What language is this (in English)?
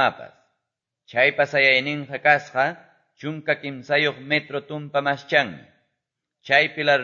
Quechua